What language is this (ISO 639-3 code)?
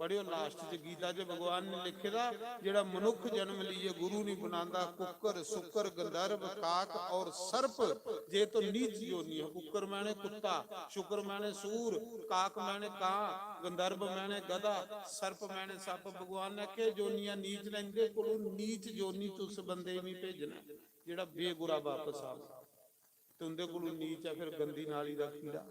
doi